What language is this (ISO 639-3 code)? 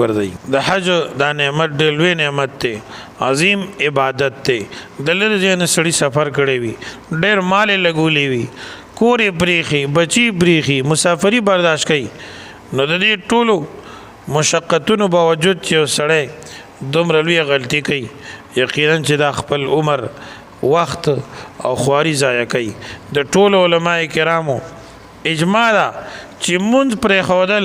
pus